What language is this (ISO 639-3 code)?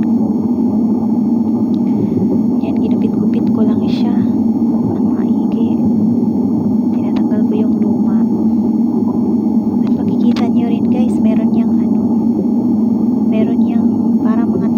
fil